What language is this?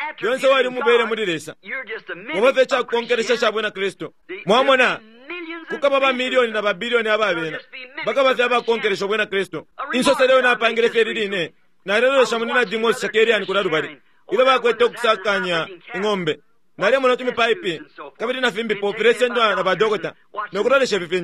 Bemba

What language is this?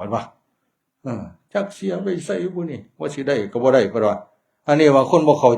Northeastern Thai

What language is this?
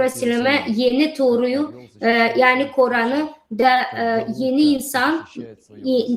Gagauz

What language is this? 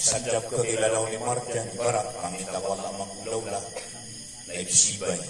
Maranao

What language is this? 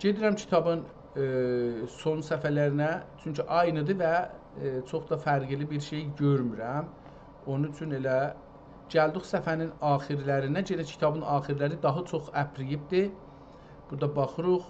South Azerbaijani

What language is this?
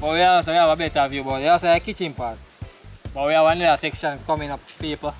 Jamaican Creole English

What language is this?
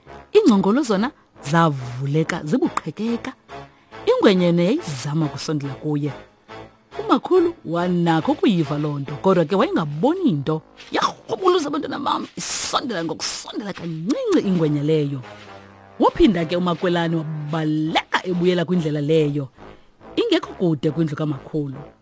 Xhosa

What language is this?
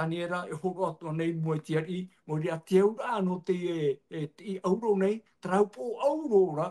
Tahitian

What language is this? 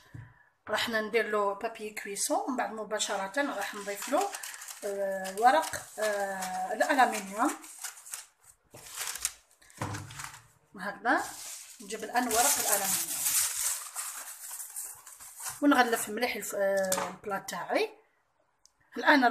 Algerian Arabic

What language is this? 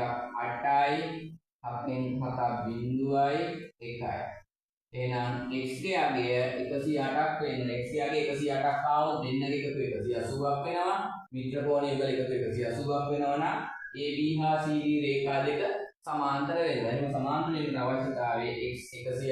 Sinhala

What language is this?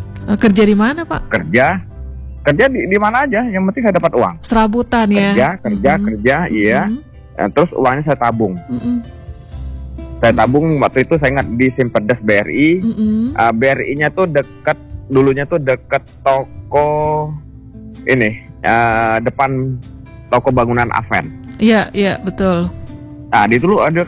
Indonesian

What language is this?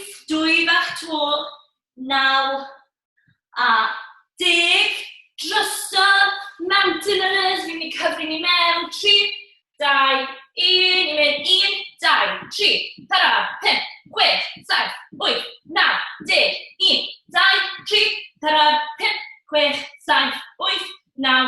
Welsh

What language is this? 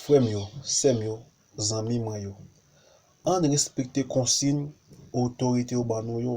Haitian Creole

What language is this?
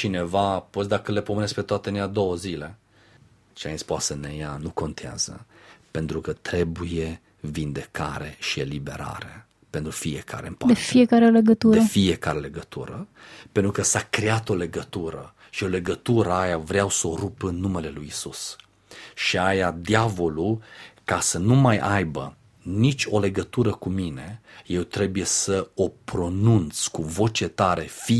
Romanian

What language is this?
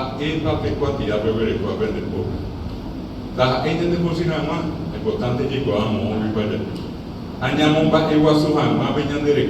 Guarani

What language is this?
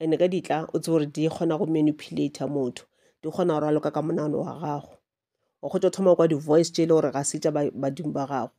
Northern Sotho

